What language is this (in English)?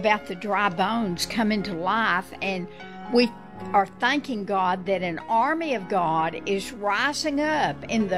English